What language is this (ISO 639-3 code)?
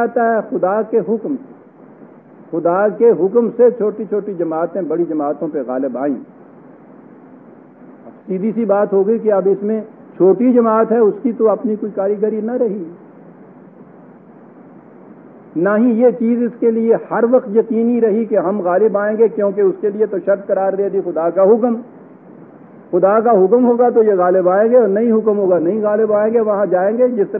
urd